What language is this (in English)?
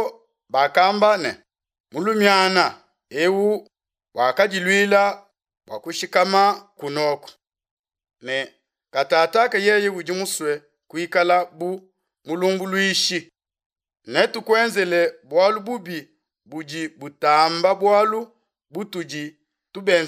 Luba-Lulua